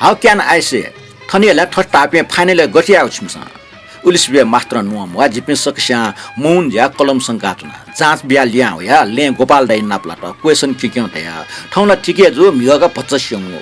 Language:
Newari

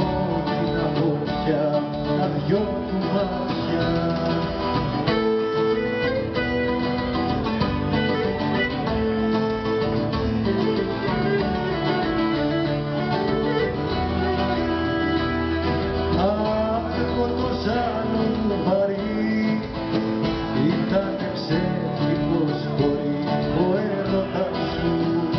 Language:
Greek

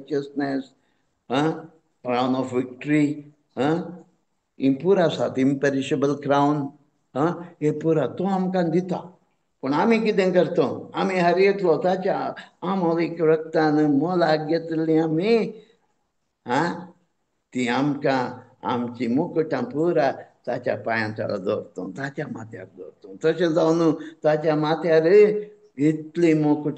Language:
Konkani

